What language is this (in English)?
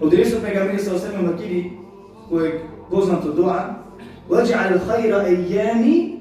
Balkan Romani